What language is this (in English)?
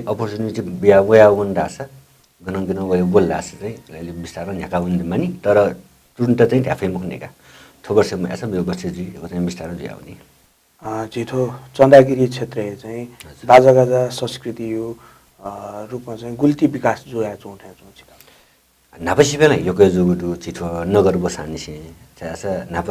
Newari